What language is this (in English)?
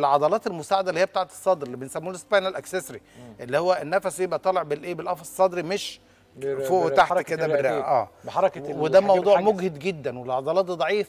Egyptian Arabic